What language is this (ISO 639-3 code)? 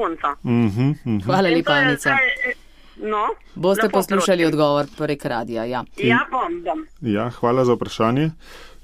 slv